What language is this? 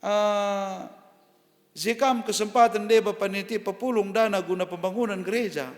Batak Karo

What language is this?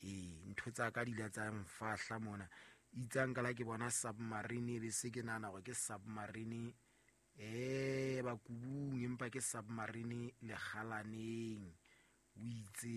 Southern Sotho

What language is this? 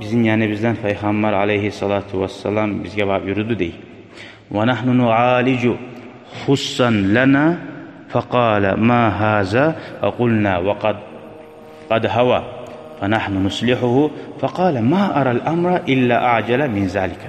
Kumyk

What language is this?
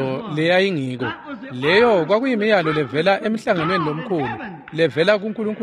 Swati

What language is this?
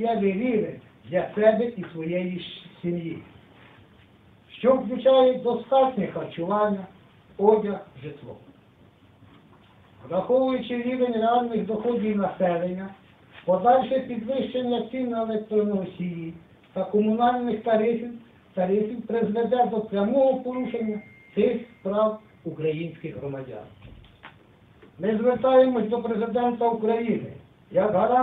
Ukrainian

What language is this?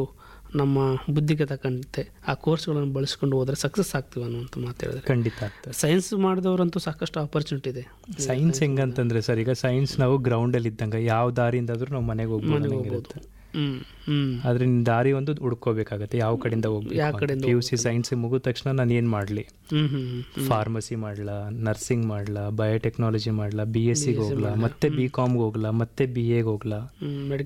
Kannada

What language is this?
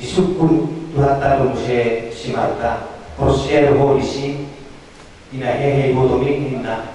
Batak Toba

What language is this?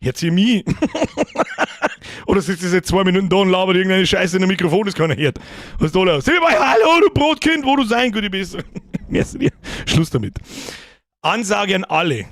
Bavarian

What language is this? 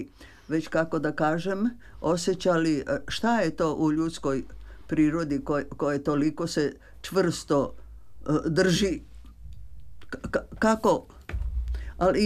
Serbian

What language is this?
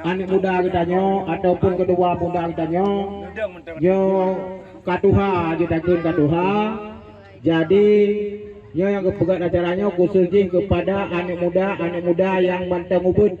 Achinese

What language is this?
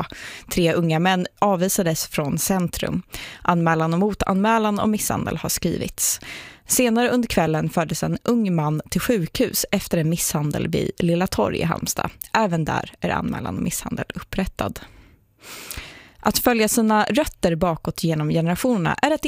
Swedish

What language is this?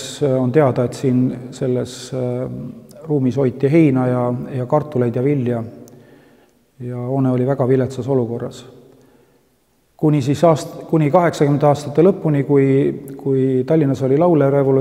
Estonian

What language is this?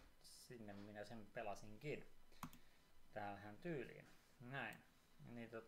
Finnish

